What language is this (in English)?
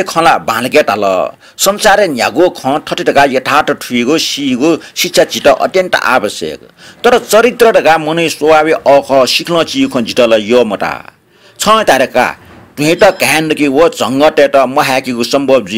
Newari